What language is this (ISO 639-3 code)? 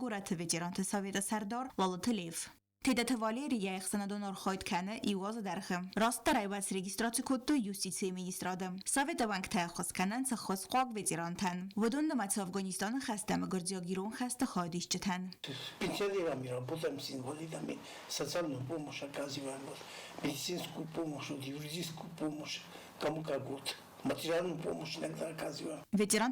oss